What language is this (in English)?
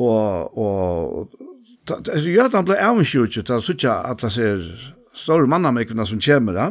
Faroese